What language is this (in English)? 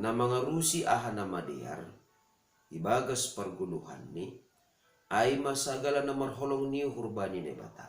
Batak Simalungun